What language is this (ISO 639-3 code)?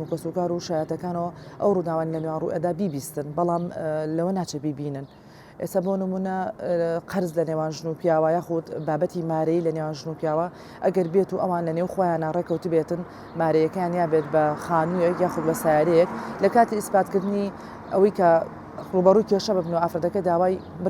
ckb